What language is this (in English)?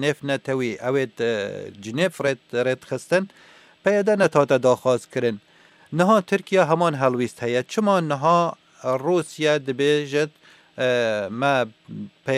Kurdish